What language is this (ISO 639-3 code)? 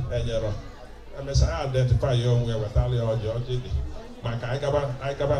ibo